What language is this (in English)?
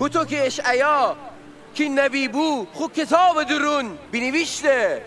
Gilaki